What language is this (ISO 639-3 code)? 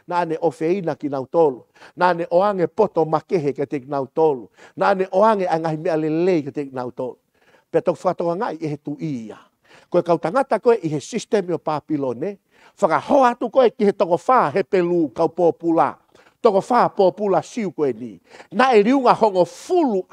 ton